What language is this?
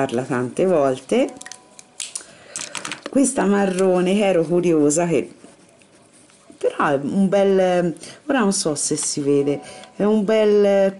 Italian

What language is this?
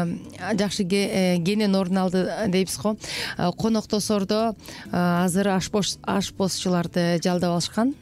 Kyrgyz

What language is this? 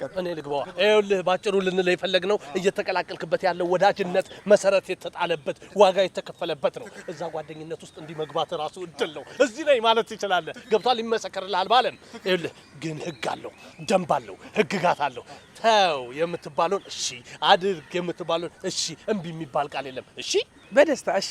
Amharic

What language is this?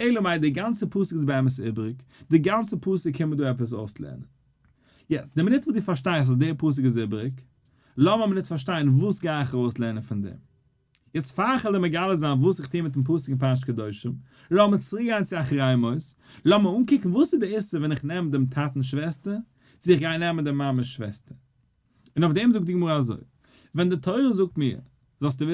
Yiddish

